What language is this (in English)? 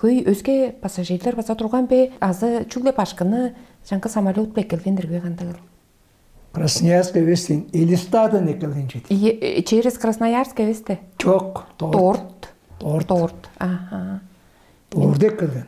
Tuvinian